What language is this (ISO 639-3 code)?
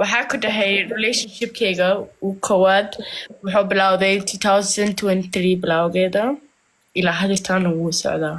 som